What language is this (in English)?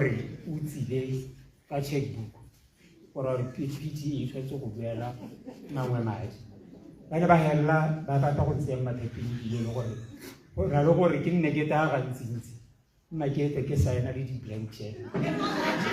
Tswana